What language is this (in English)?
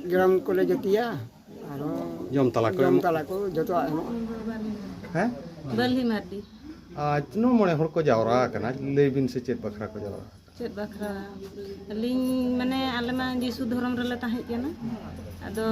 Santali